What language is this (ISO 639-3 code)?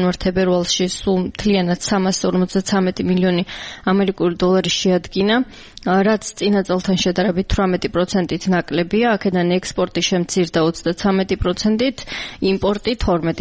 kat